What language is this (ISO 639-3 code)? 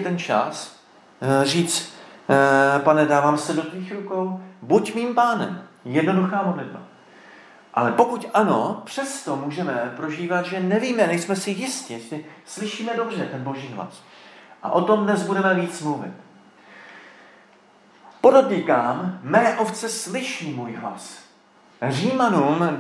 ces